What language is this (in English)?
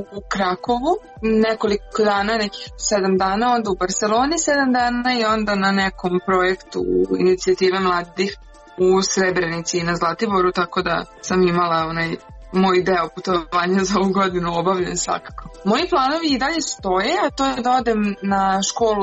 Serbian